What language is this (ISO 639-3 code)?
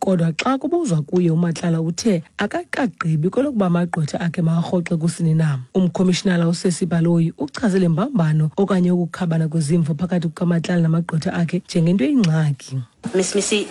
xho